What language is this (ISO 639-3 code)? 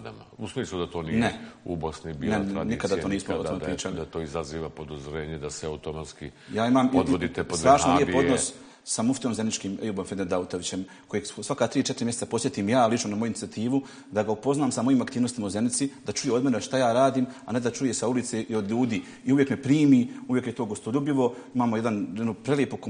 bos